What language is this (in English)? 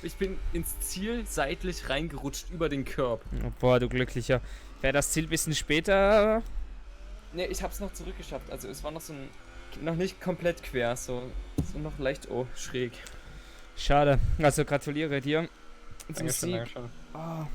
Swiss German